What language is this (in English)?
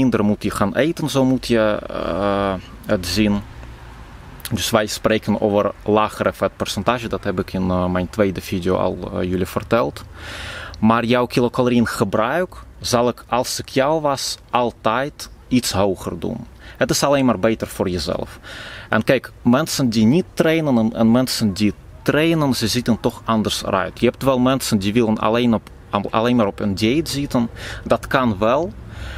Dutch